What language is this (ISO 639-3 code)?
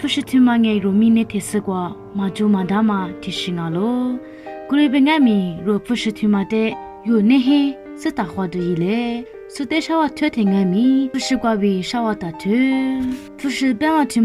lis